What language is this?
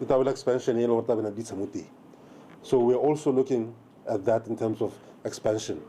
Tswana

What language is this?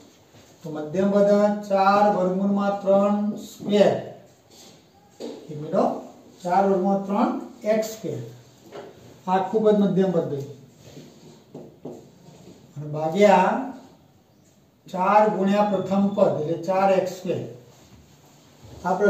Gujarati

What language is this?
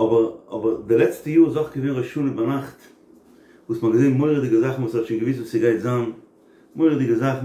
Yiddish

